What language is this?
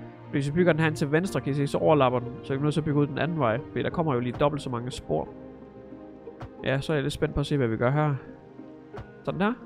Danish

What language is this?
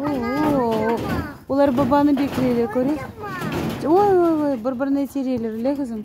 Crimean Tatar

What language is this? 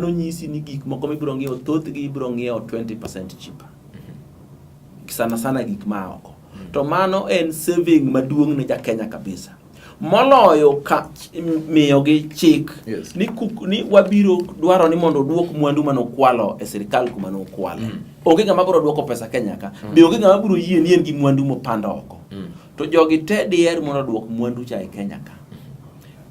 Luo (Kenya and Tanzania)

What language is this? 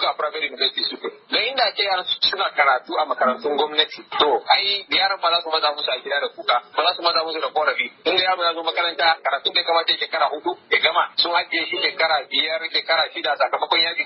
Hausa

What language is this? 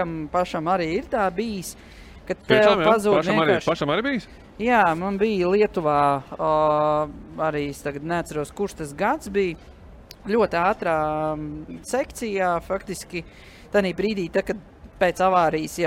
Latvian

